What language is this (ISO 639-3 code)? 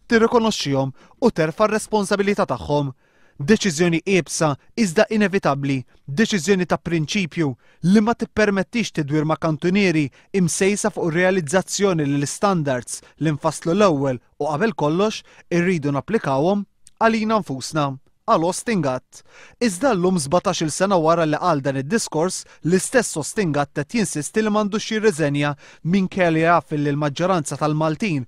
mlt